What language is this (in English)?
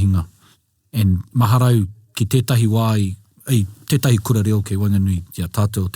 Māori